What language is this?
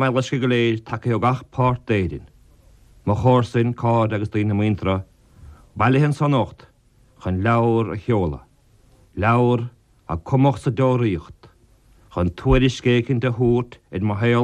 Irish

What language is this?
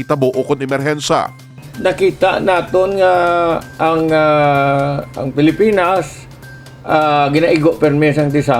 Hiligaynon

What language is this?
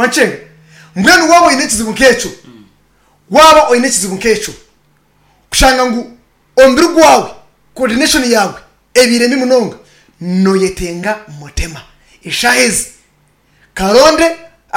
Nyankole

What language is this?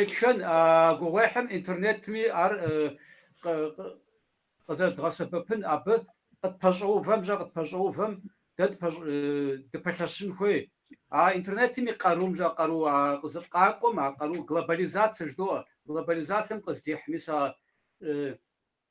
Kabardian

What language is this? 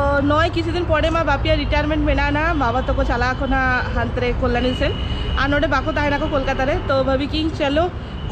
Santali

